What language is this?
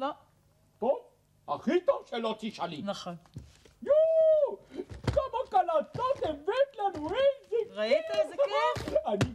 Hebrew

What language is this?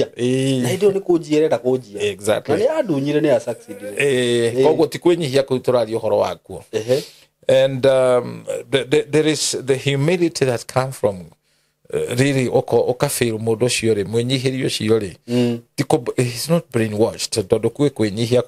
Kikuyu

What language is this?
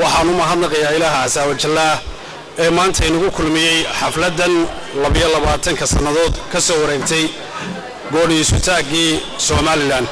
Somali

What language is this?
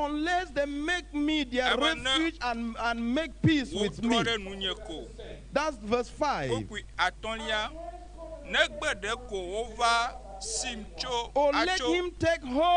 Ewe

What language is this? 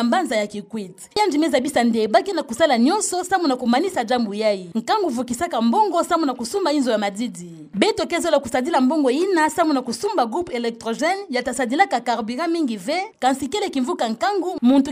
Kituba (Democratic Republic of Congo)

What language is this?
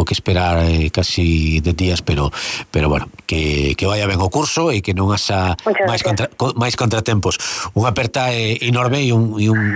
Galician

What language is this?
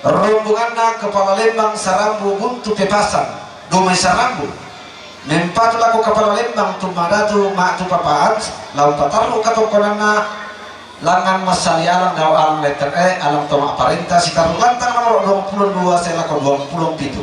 Toraja-Sa'dan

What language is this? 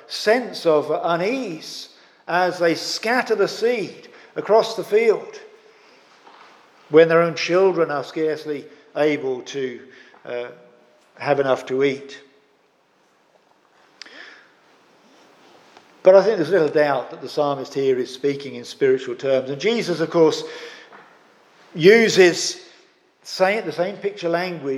English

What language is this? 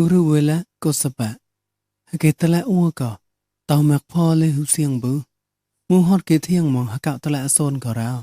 Mon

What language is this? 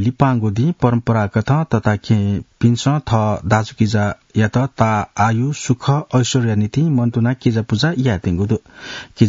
Newari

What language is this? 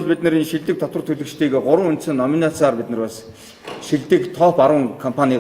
Mongolian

